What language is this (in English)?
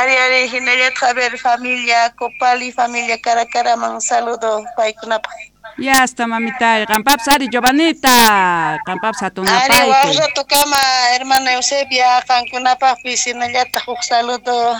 South Bolivian Quechua